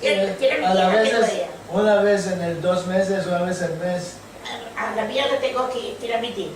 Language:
Ladino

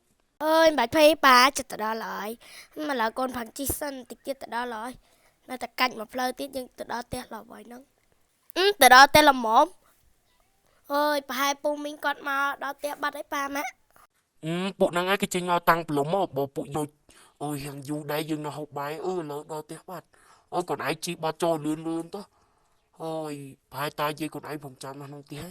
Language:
Khmer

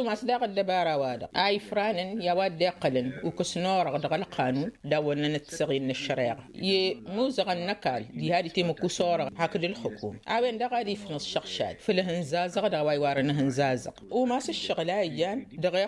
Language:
Tamasheq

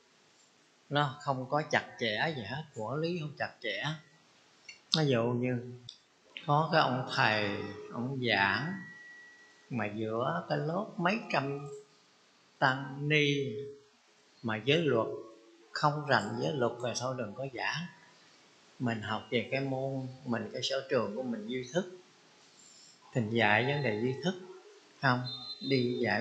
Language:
Vietnamese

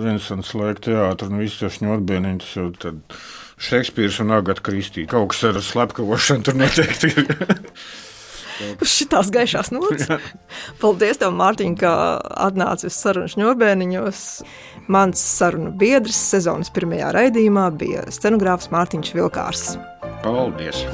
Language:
Latvian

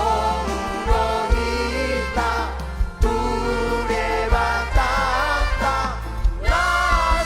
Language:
Batak Toba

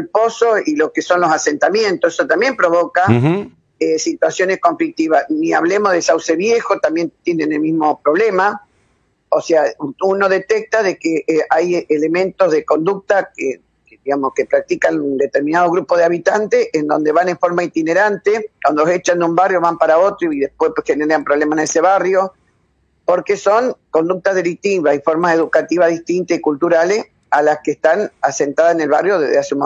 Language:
Spanish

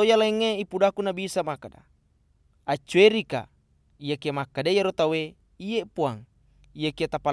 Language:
Buginese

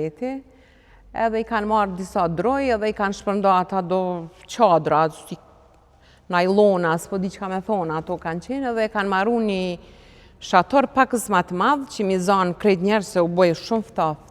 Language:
Albanian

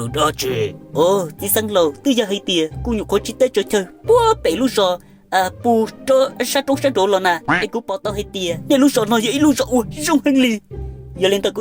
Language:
Hmong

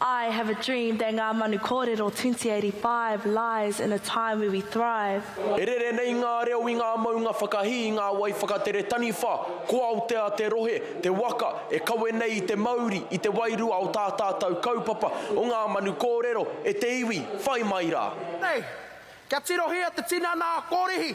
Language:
Māori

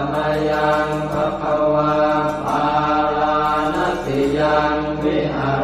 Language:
Pali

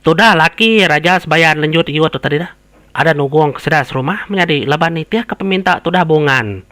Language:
Iban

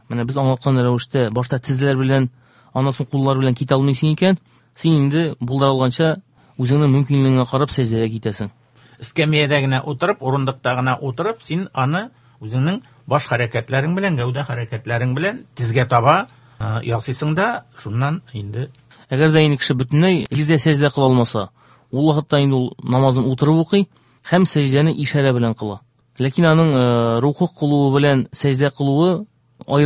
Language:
Tatar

